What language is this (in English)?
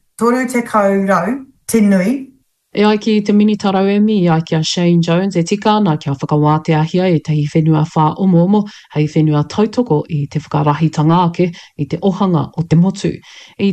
Māori